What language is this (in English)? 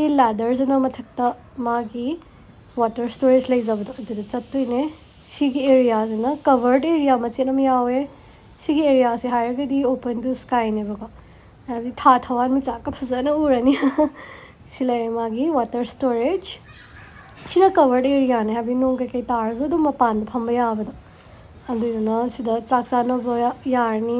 Manipuri